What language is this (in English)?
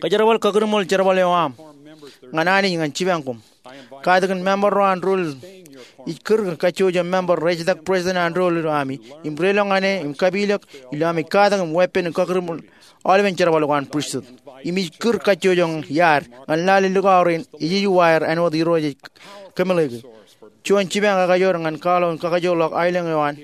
Marshallese